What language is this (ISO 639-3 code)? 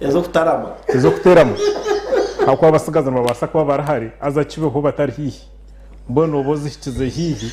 nyn